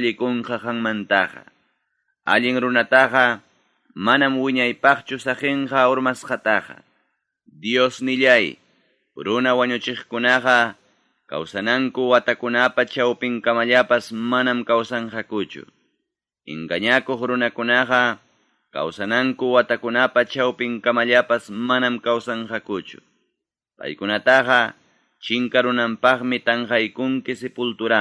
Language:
Ayacucho Quechua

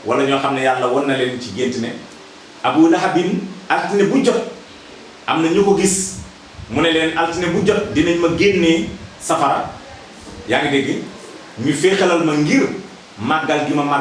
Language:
Wolof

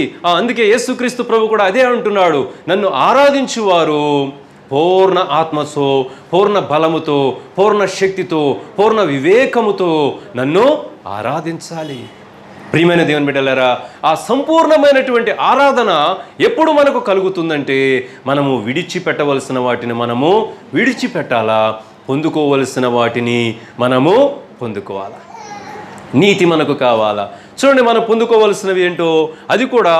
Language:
Telugu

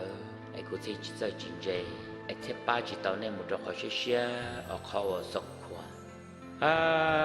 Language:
Hmong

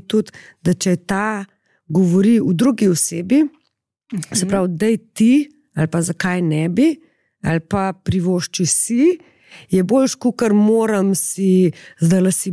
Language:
Slovenian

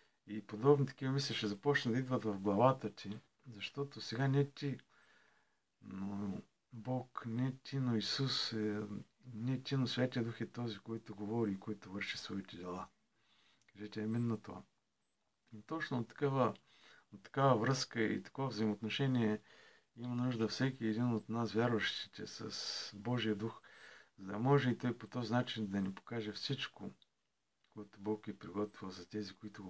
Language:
Bulgarian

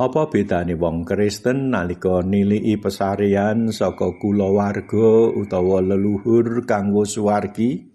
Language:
Javanese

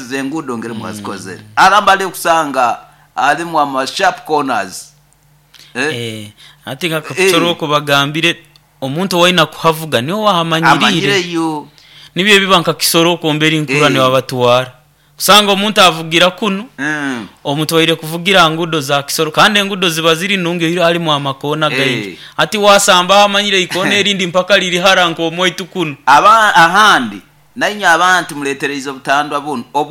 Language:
Nyoro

